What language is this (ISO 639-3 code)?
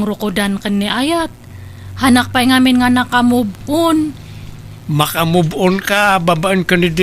ilo